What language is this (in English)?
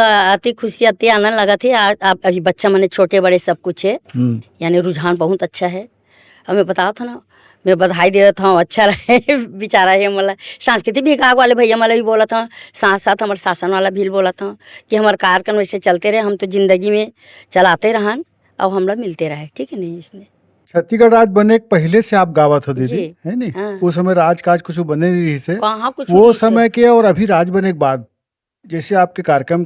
Chhattisgarhi